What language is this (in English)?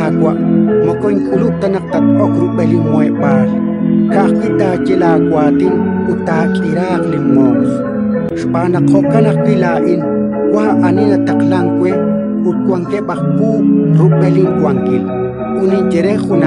Kekchí